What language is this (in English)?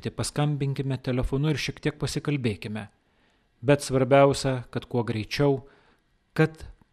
Lithuanian